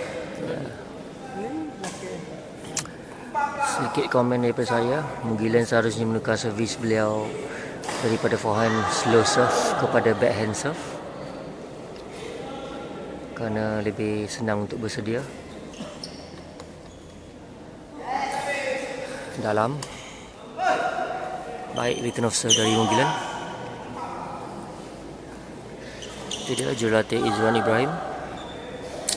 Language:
Malay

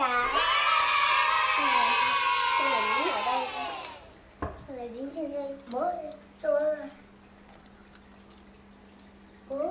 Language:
Vietnamese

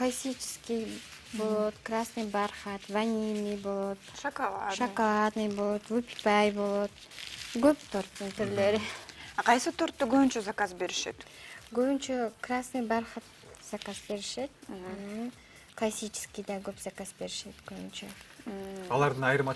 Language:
Kyrgyz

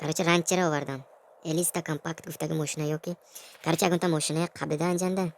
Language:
Tajik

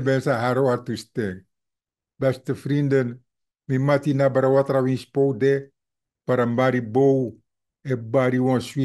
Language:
Sranan Tongo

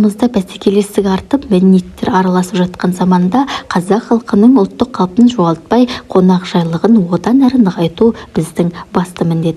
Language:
Kazakh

